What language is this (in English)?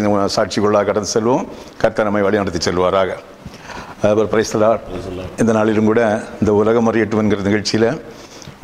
Tamil